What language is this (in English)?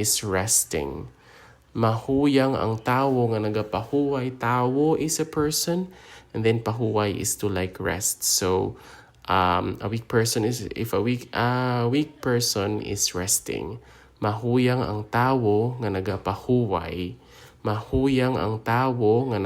Hiligaynon